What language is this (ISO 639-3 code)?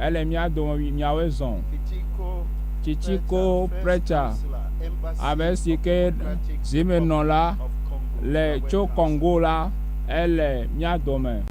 ewe